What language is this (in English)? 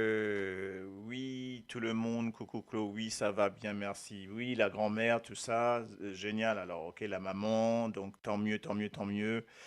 Morisyen